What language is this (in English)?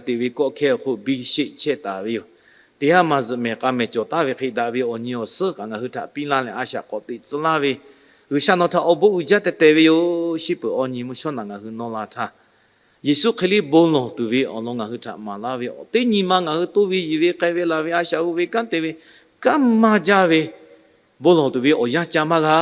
Lahu